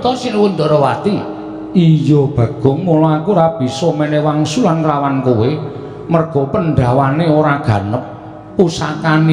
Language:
Javanese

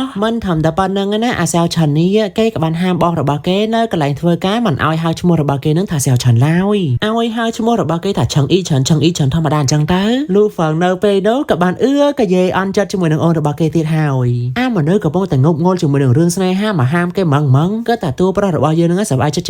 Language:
Khmer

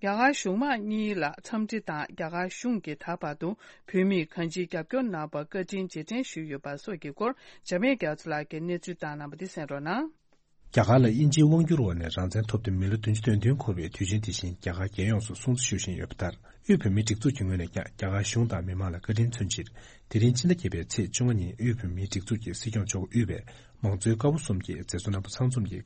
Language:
Tibetan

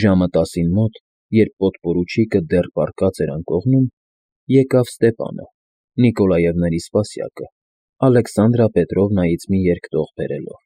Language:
Armenian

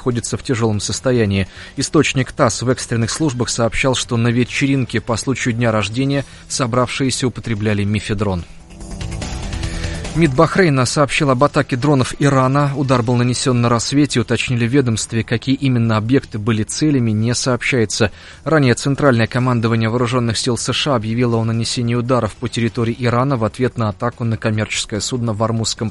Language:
Russian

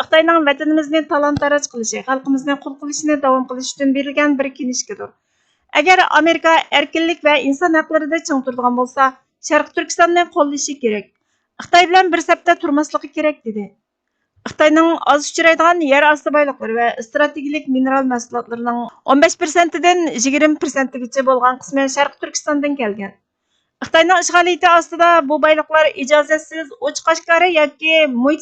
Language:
Uyghur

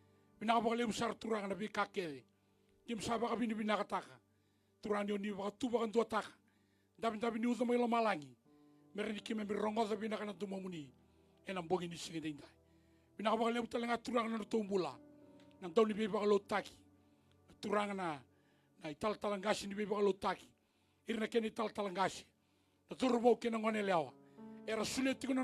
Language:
Fijian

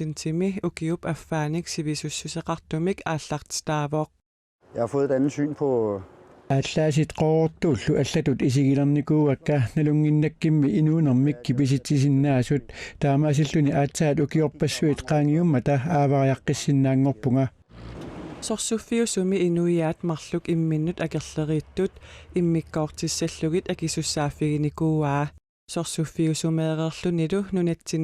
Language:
Kalaallisut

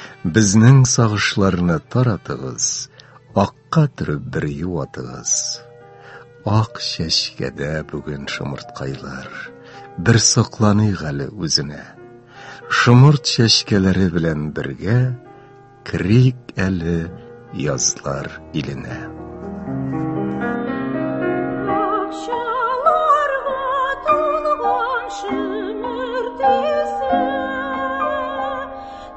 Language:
Tatar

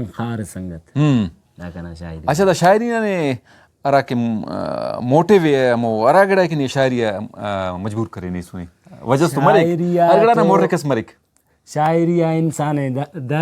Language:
Brahui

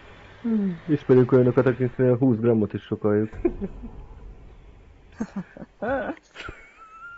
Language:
Hungarian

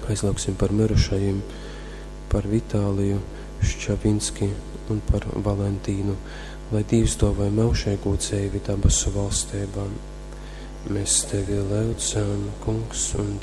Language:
Latgalian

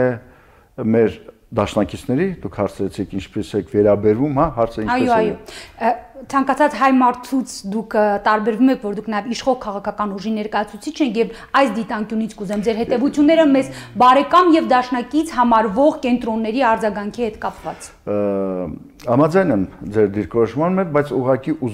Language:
Armenian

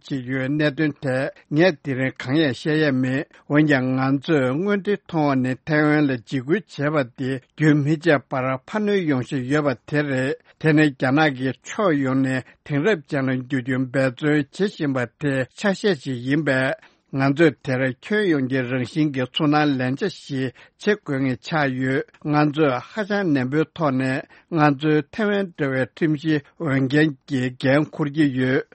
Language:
Tibetan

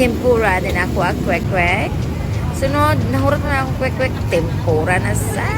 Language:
Cebuano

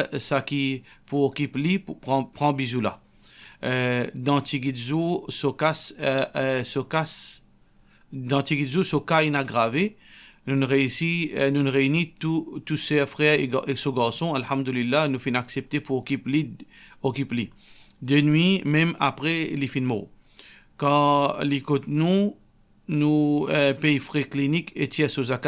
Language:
Morisyen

